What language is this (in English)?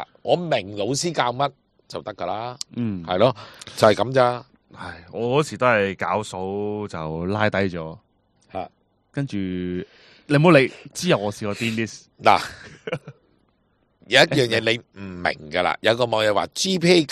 Cantonese